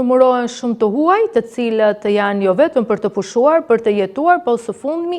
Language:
Albanian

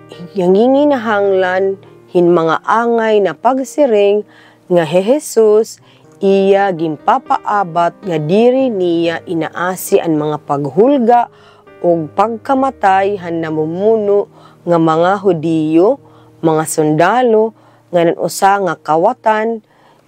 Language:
Waray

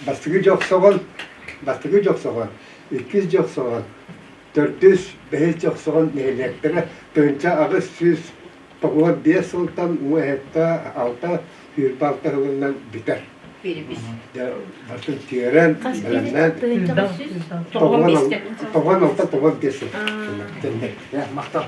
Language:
Yakut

